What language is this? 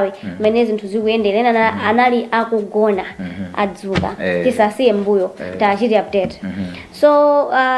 Nyanja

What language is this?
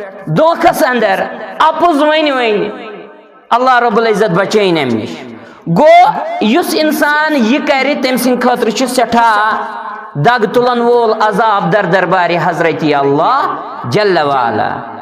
Kashmiri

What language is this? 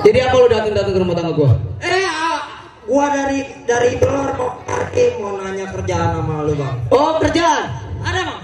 Betawi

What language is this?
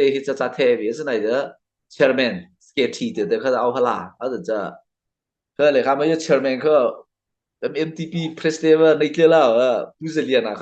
Mara Chin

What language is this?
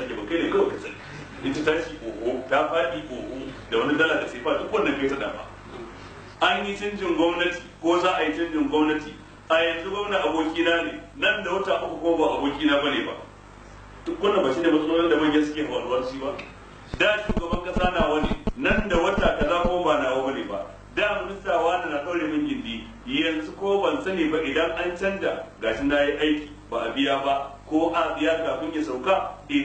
Hausa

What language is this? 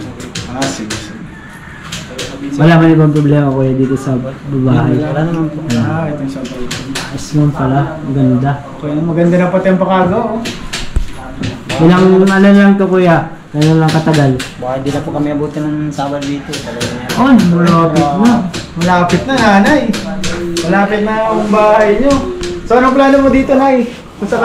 Filipino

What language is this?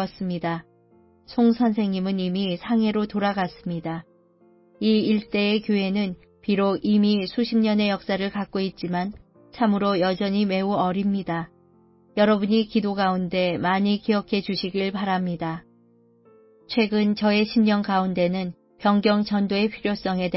Korean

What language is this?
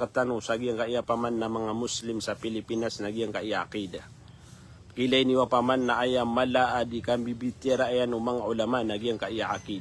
Maranao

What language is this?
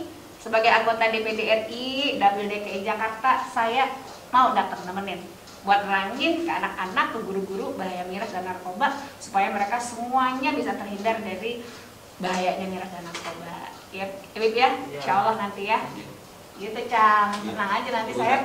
Betawi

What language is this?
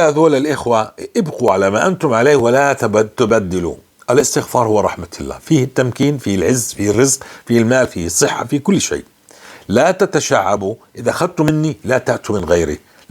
North Levantine Arabic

